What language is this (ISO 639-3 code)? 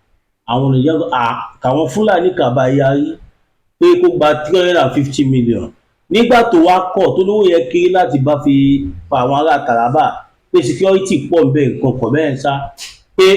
yor